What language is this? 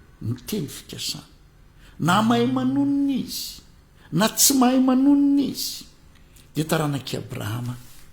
Malagasy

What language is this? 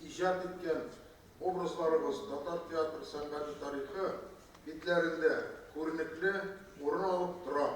Tatar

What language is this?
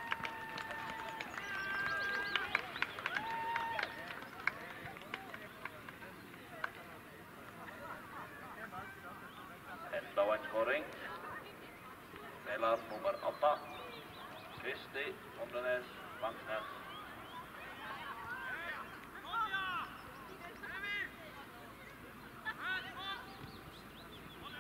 Norwegian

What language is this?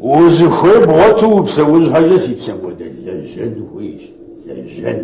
Kabardian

